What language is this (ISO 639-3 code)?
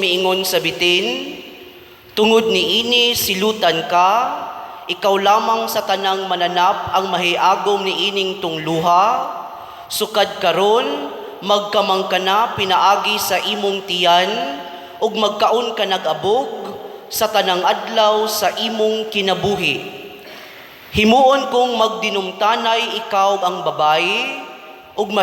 ceb